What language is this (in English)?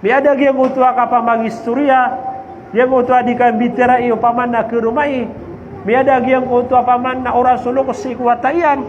Maranao